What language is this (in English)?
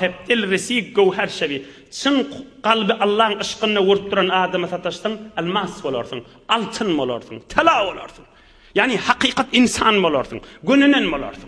Turkmen